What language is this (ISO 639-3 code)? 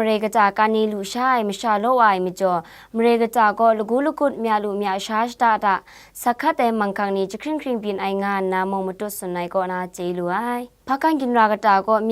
kac